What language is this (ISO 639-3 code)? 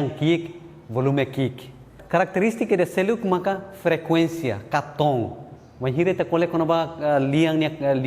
tet